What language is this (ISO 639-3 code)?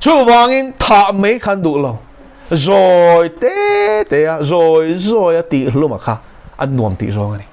lus